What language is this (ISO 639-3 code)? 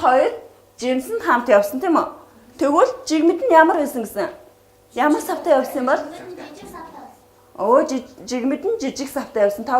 mon